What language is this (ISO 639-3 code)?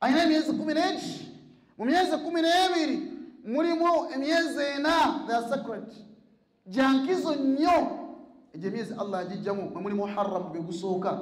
lug